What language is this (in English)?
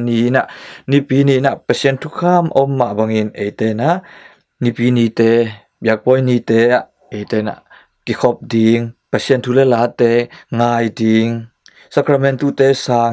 Tedim Chin